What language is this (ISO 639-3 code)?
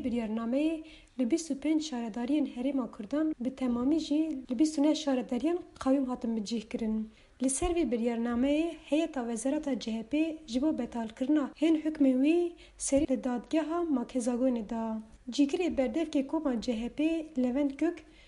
kur